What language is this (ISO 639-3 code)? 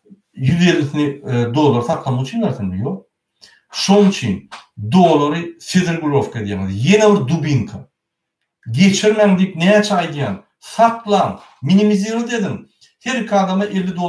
tuk